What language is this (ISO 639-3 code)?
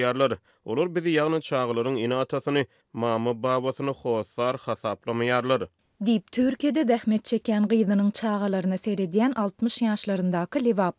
tuk